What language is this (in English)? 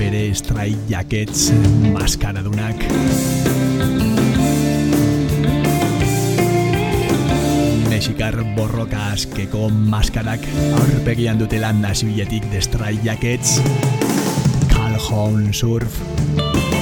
Basque